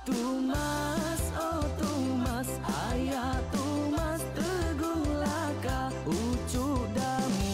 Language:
Iban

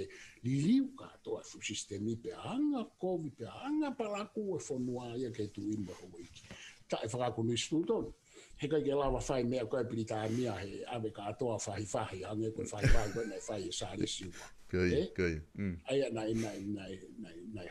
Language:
Tongan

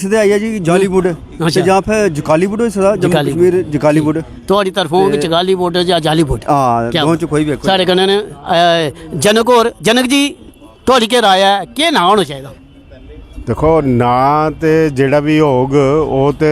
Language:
Dogri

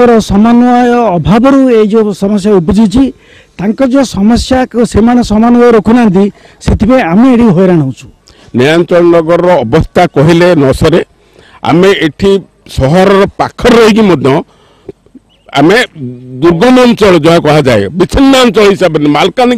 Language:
Odia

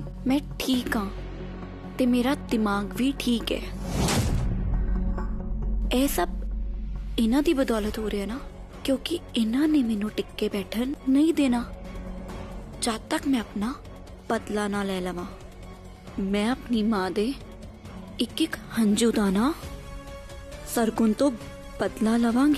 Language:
Punjabi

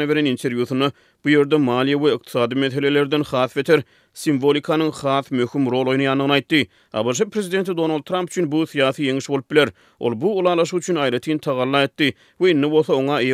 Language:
Turkmen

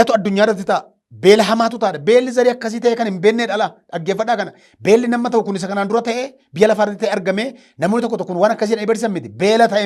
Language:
Oromo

